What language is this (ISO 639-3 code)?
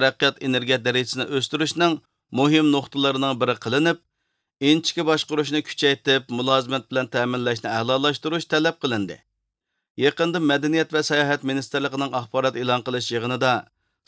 uig